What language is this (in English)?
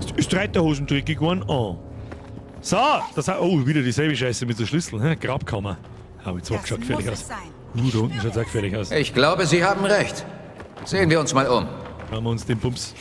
Bavarian